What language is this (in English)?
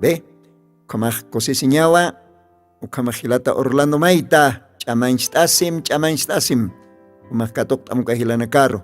Aymara